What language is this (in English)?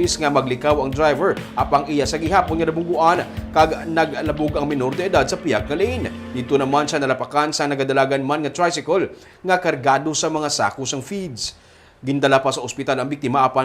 Hiligaynon